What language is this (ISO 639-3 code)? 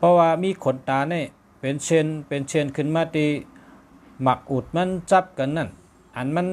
shn